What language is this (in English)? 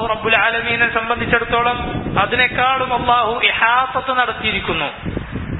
Malayalam